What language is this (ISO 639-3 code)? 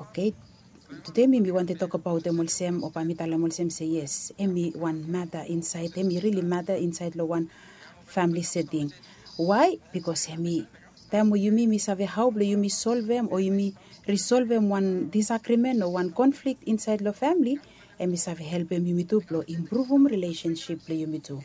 bis